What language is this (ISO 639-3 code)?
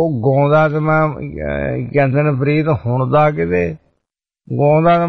pan